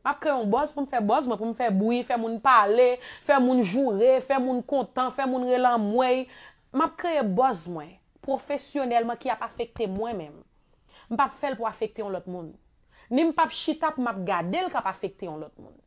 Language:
Haitian Creole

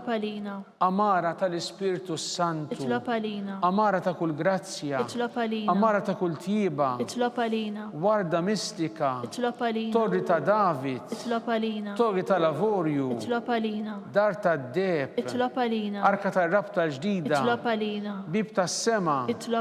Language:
Maltese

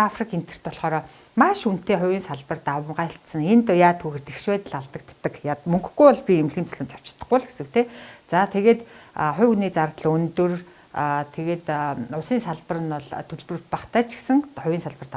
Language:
Mongolian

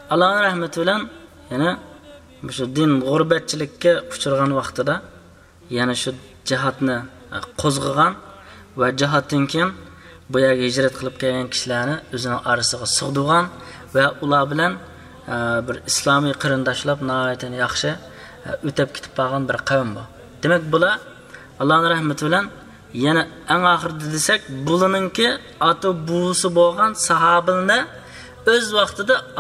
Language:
Uyghur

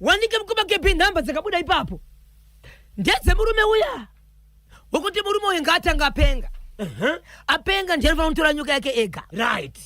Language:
Shona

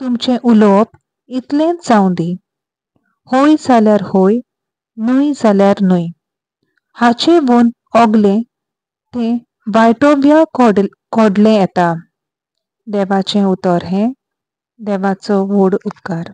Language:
Konkani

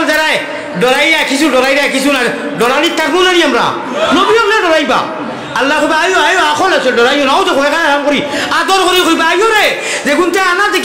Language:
Sylheti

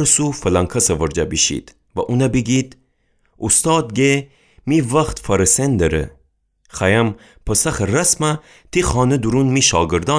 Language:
Gilaki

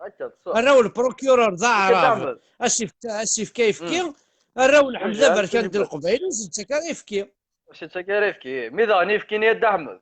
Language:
Kabyle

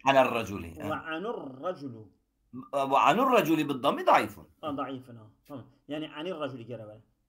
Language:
Kurdish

